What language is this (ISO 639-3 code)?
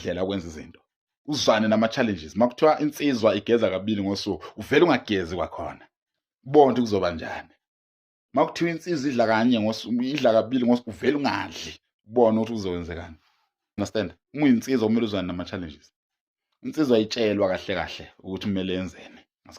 zul